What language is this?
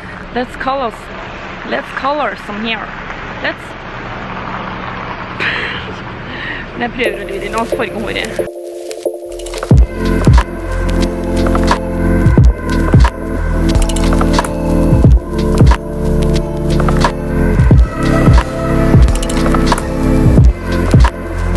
Norwegian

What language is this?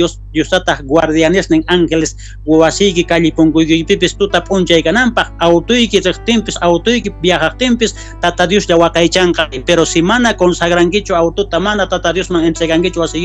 South Bolivian Quechua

